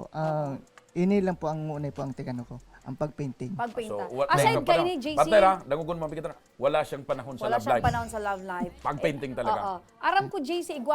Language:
Bikol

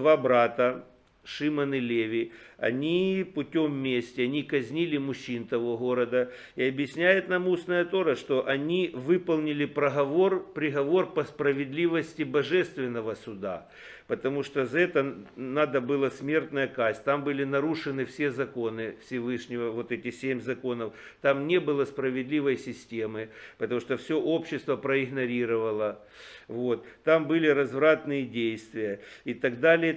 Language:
Russian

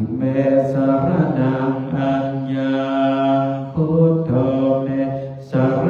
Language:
Pali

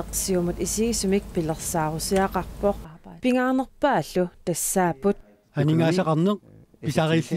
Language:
Kalaallisut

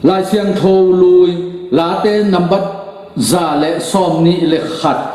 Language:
Tedim Chin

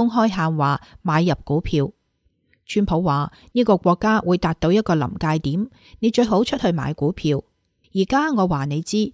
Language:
Cantonese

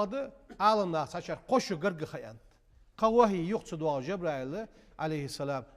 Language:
Ingush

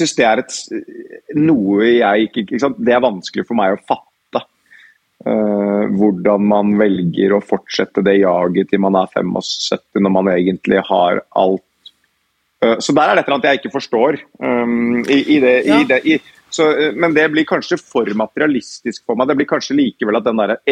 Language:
Norwegian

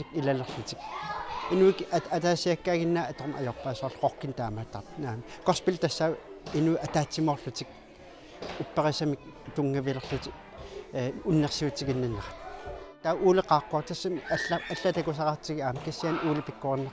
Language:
Kalaallisut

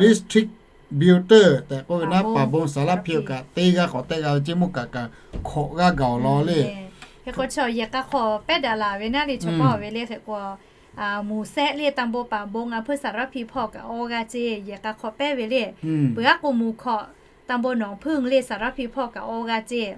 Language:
Lahu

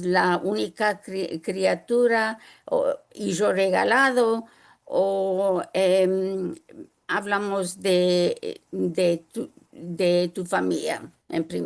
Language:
Ladino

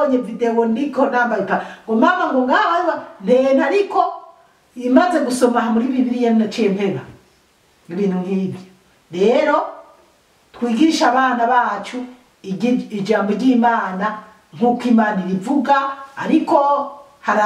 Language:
Rundi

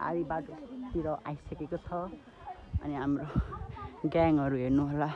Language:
Nepali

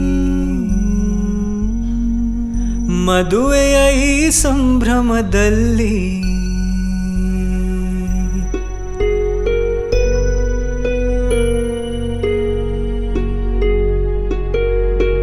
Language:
Kannada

